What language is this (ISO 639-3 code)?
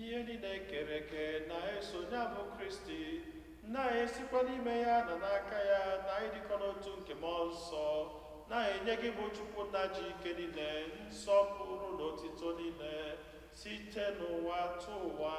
ibo